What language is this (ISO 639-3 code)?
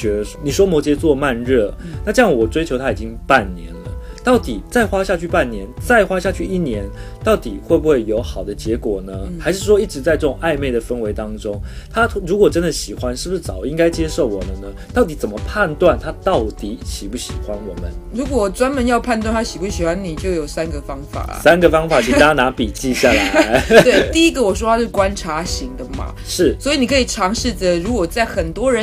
zho